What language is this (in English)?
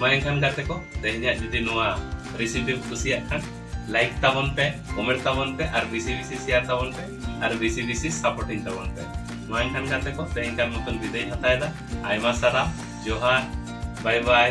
Santali